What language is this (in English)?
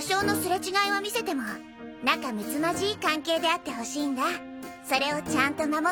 Japanese